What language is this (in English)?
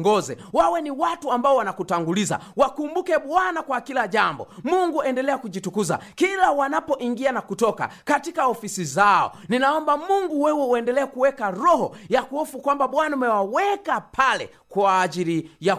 Swahili